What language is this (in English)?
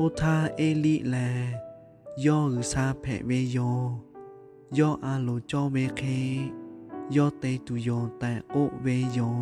Lahu